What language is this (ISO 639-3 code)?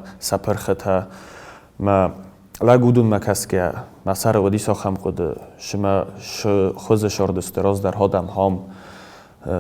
oss